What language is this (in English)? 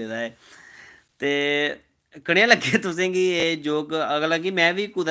Dogri